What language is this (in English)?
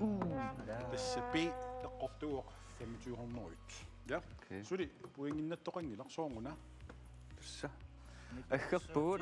Kalaallisut